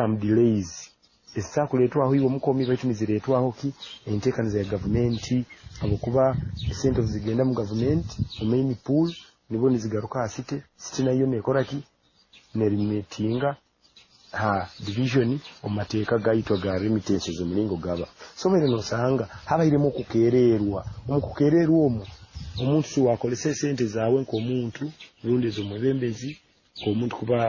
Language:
Nyoro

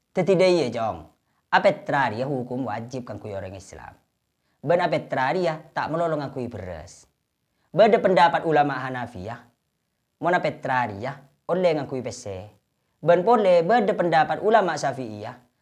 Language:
Madurese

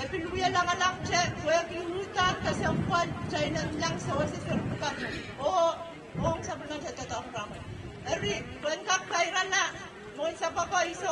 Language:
Pohnpeian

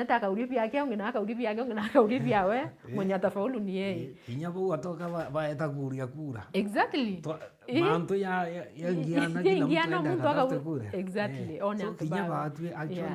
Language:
Meru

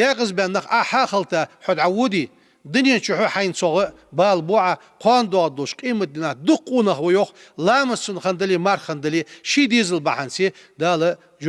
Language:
Ingush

